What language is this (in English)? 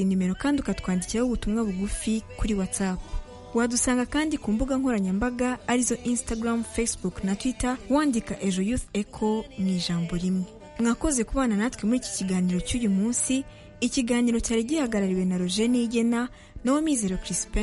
Kinyarwanda